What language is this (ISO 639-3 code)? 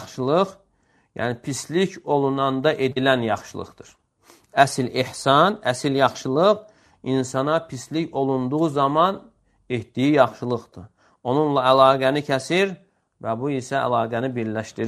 aze